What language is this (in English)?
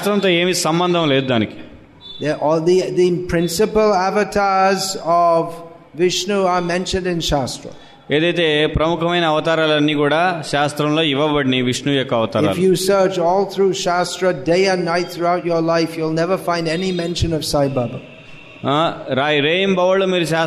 Telugu